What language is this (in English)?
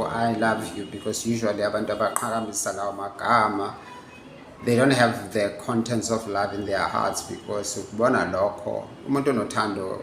Zulu